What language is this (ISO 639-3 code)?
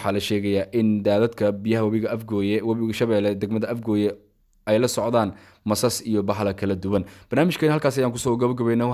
som